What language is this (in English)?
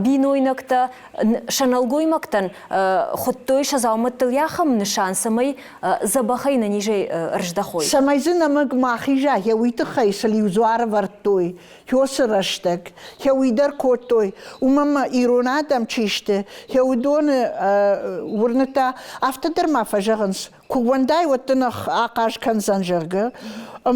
Ossetic